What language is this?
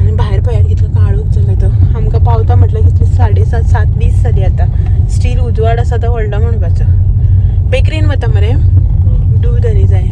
Konkani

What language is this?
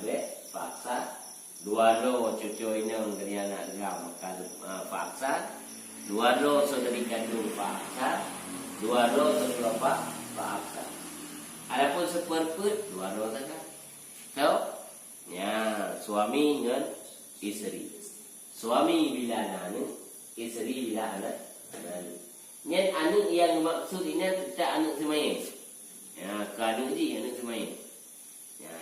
Achinese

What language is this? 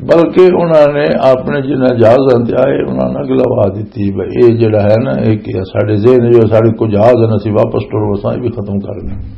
Western Panjabi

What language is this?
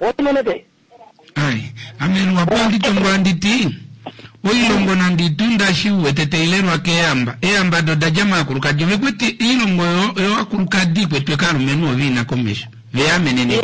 Kuanyama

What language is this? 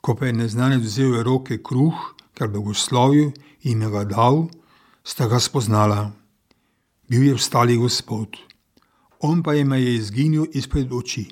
Slovenian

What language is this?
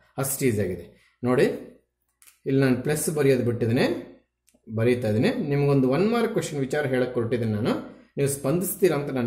Kannada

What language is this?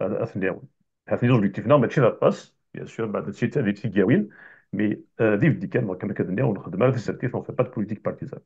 Kabyle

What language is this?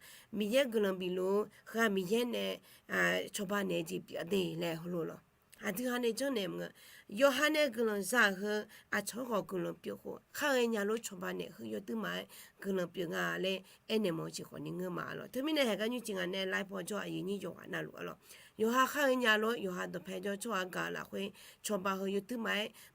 Akha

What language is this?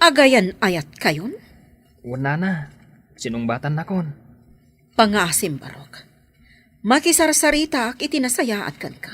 Iloko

